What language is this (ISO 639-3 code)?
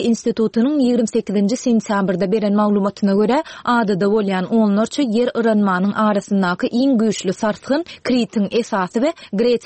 tuk